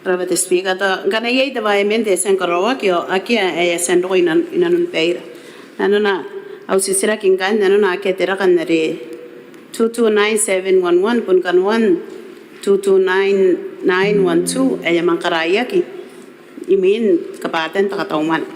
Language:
Gilbertese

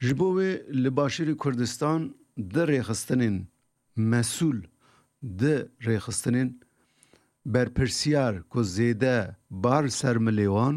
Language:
Kurdish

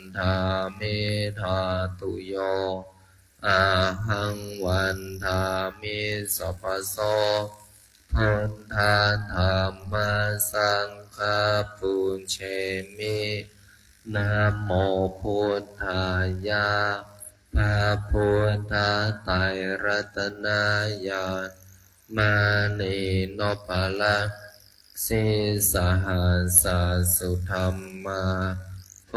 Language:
Pali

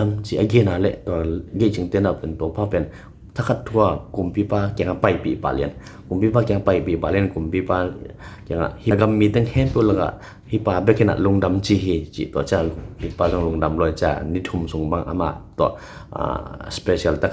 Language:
Tedim Chin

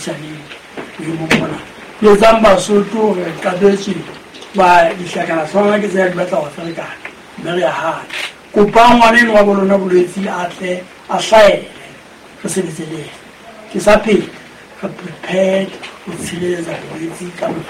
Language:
Southern Sotho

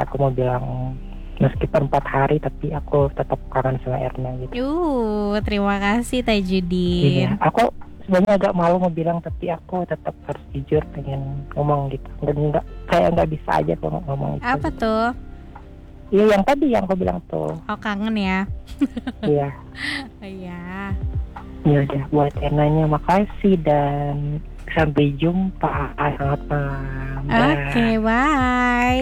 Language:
Indonesian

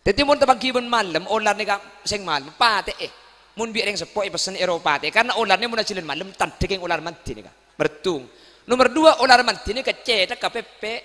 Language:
Madurese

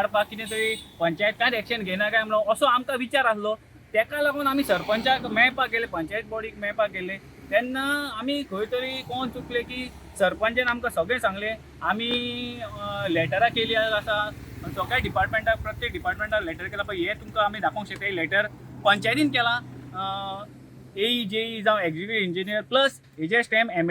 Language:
Konkani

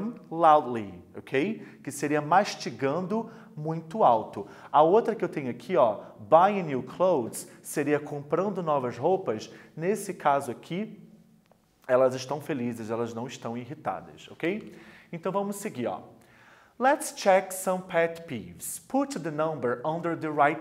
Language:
Portuguese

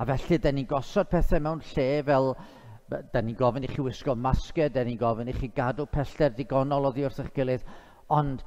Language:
Welsh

